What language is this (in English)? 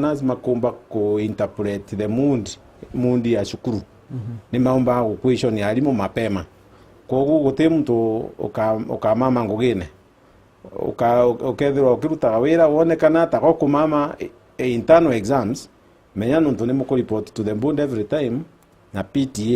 Meru